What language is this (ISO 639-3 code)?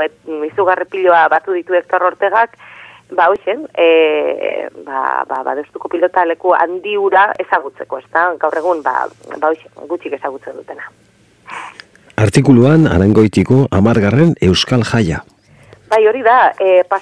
eus